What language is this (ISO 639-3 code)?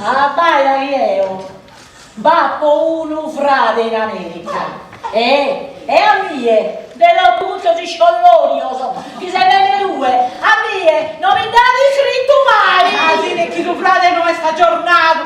srd